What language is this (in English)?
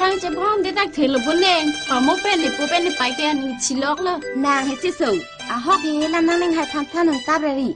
Karbi